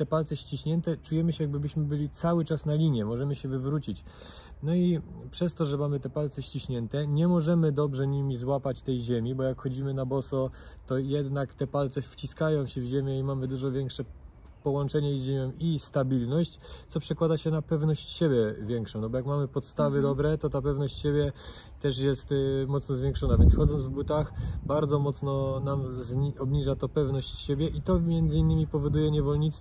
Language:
Polish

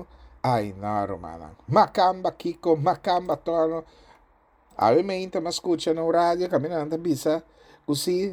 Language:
Papiamento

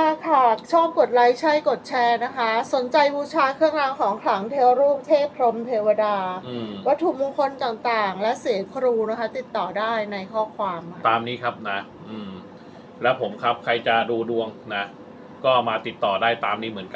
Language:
Thai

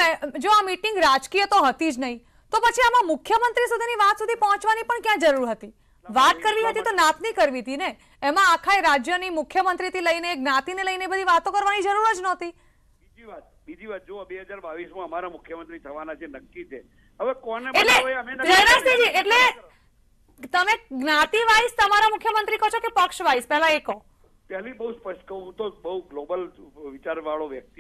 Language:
Gujarati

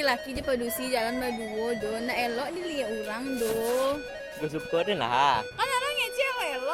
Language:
Minangkabau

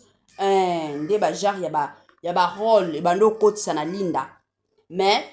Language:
Lingala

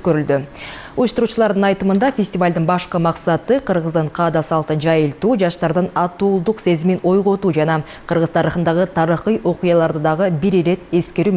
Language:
Kyrgyz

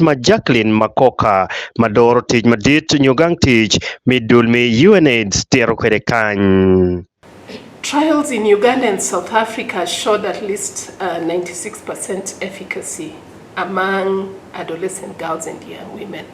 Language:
Acoli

